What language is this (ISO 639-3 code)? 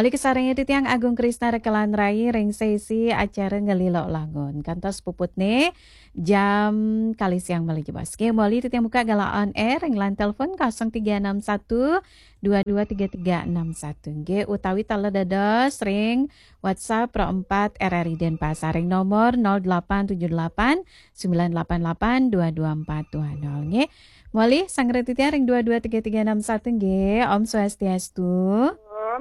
ban